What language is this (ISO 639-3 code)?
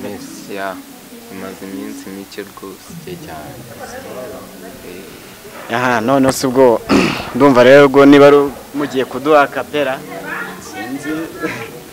kin